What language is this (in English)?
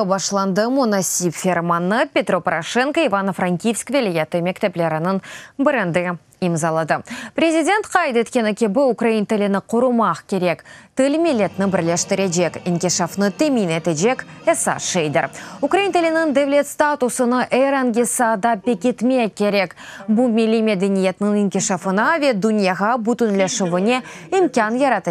Crimean Tatar